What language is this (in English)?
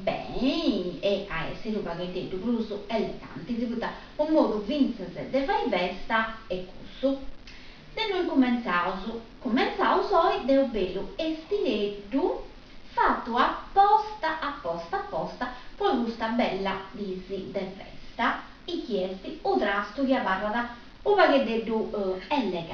Sardinian